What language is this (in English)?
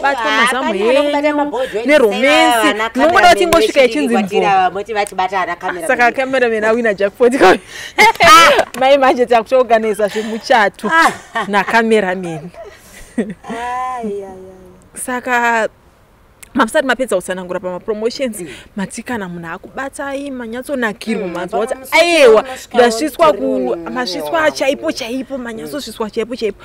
Shona